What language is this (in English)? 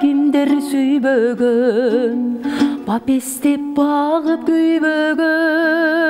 Kyrgyz